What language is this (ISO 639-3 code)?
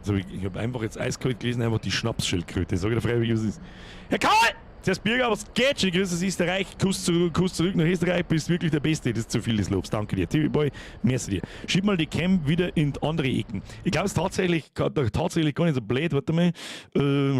bar